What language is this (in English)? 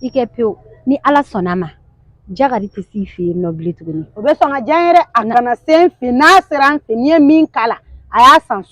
Bambara